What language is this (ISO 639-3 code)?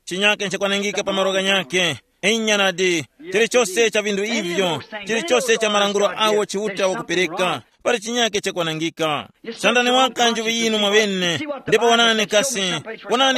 tum